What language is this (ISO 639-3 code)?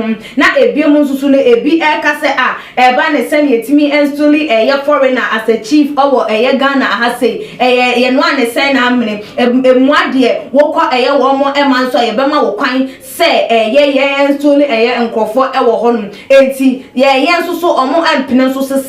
aka